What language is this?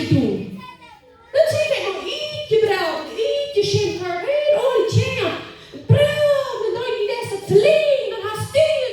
Plautdietsch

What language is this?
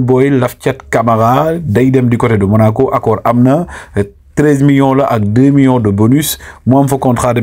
Wolof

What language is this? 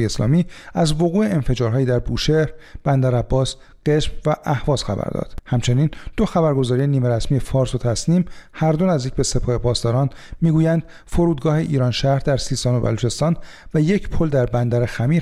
Persian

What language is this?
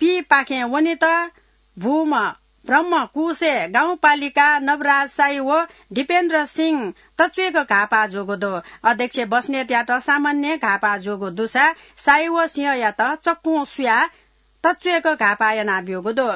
Newari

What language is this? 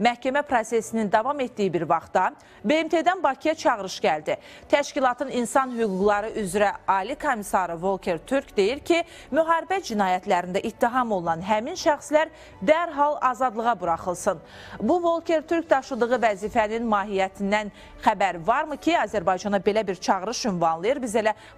Azerbaijani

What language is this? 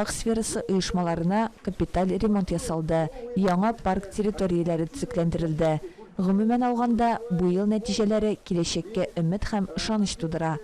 Tatar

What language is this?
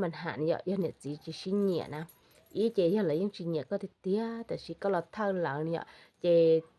Hmong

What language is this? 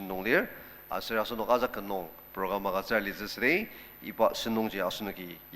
Ao Naga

